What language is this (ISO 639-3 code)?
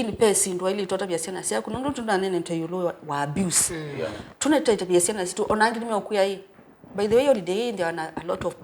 kam